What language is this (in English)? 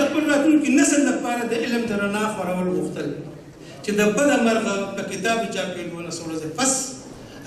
Pashto